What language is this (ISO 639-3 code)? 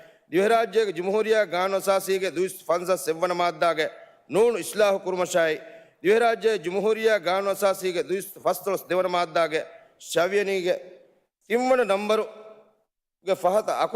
div